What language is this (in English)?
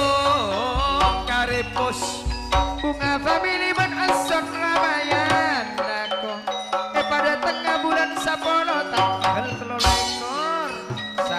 Madurese